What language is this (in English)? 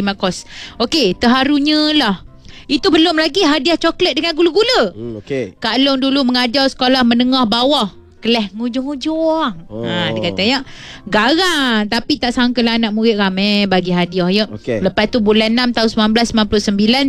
Malay